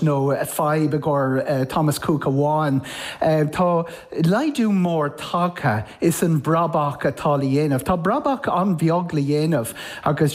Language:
Irish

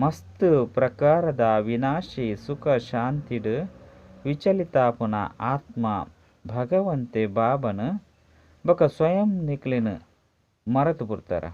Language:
Tulu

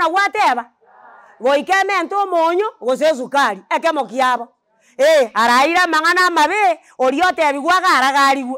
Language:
Gusii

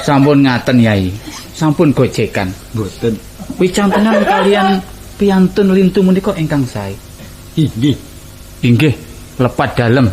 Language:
Javanese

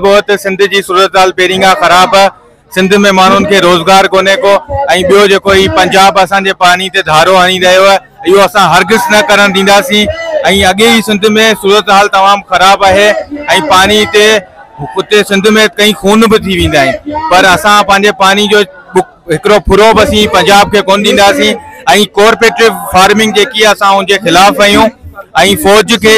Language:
Sindhi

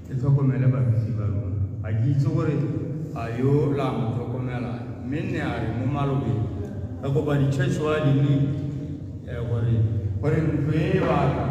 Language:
Tswana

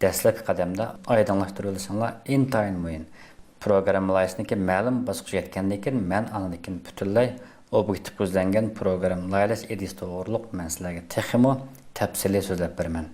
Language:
Uyghur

